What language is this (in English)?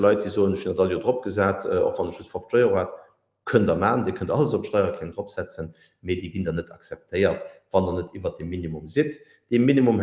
Luxembourgish